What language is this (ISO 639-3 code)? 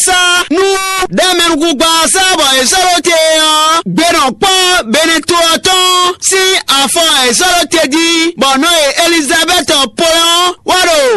fon